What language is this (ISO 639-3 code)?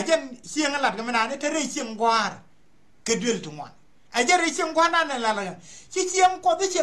nus